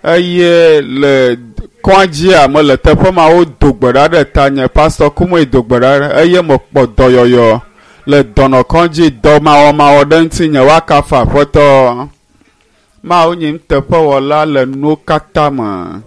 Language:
Ewe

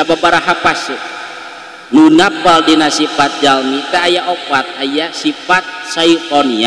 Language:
Sundanese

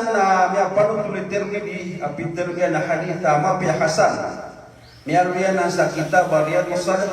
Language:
Maranao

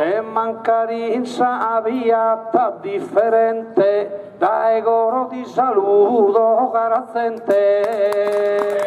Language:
Sardinian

